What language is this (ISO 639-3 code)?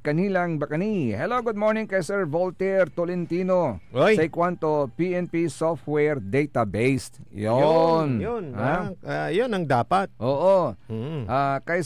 pag